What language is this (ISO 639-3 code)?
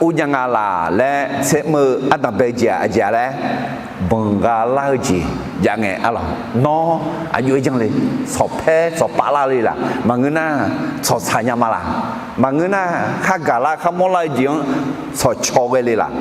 ahk